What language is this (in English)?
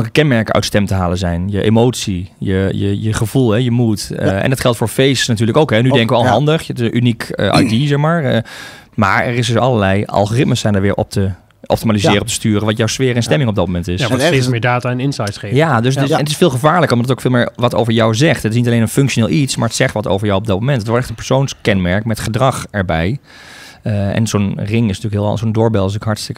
Dutch